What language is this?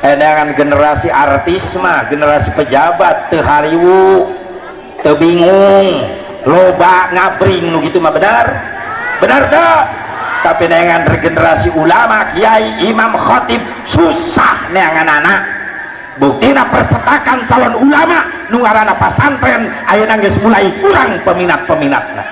Sundanese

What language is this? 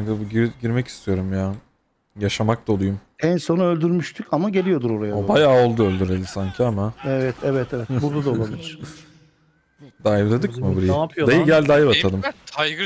Turkish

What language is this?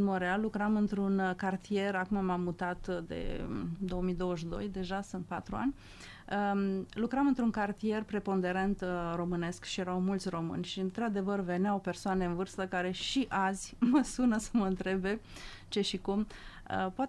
Romanian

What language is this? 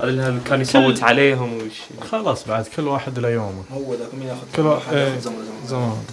Najdi Arabic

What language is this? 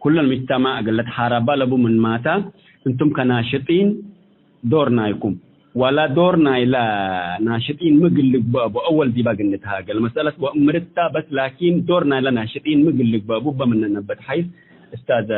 Tigre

